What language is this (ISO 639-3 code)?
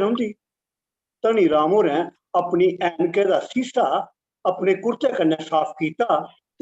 doi